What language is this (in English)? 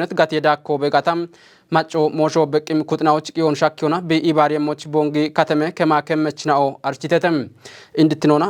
Kafa